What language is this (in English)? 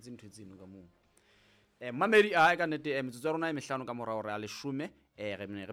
Southern Sotho